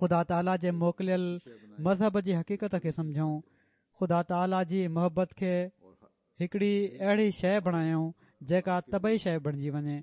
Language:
Sindhi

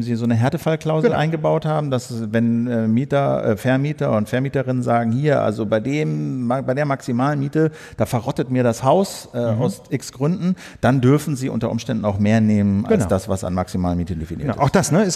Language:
German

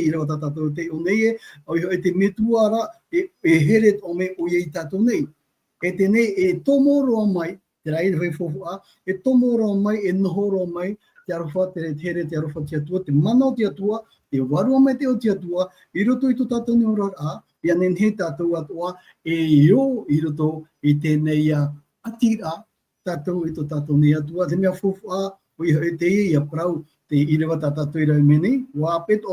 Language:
Tahitian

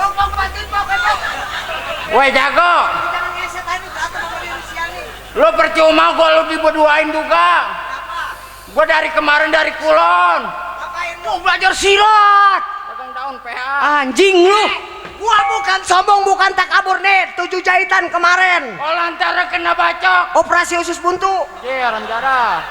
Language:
Betawi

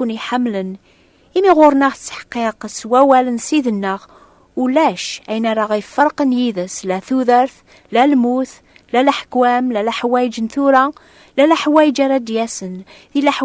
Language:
Kabyle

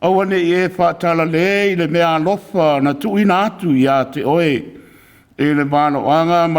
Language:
Samoan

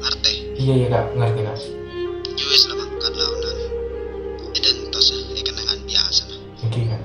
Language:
Madurese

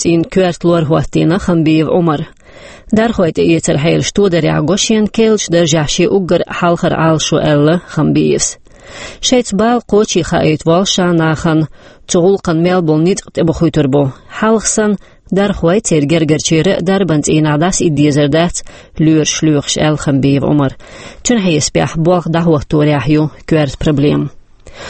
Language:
Chechen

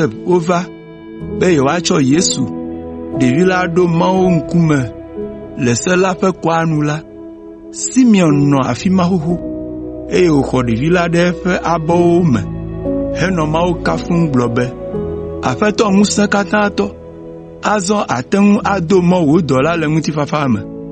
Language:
Ewe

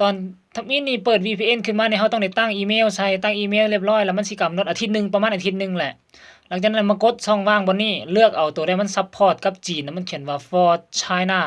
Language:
Lao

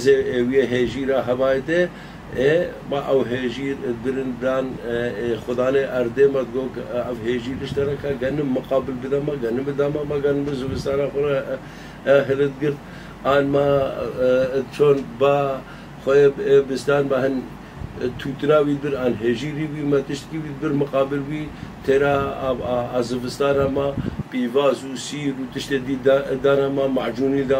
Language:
Kurdish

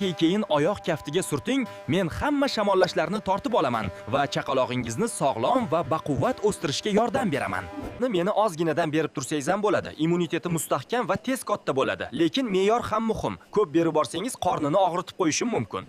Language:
Uzbek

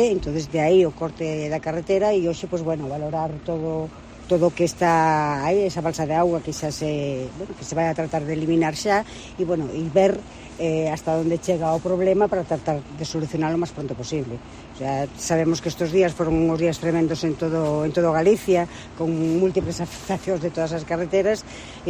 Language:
Galician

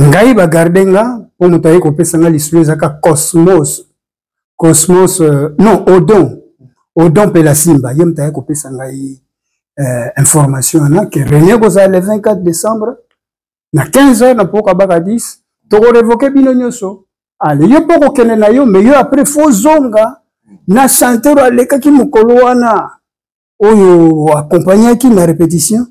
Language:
Lingala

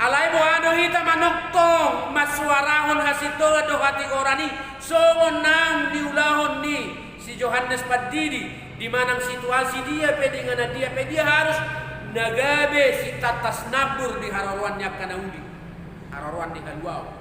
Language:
Batak Toba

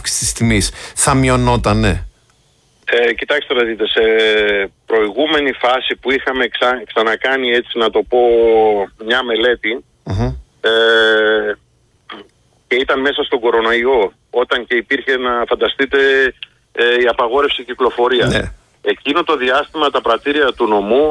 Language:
Greek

